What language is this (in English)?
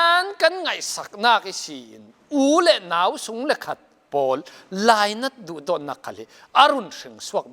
Falam Chin